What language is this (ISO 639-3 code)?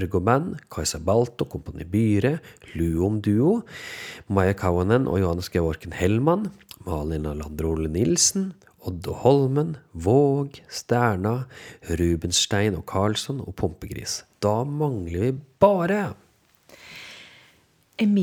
nor